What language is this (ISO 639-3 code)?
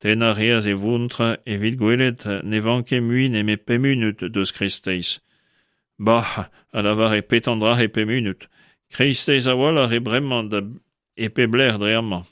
bre